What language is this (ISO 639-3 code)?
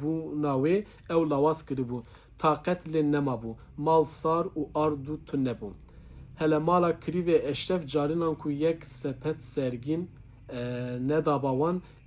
kur